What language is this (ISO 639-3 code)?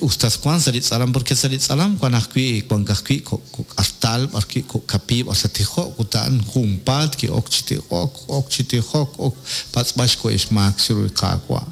kek